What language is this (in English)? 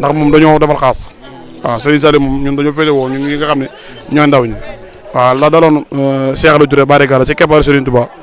Wolof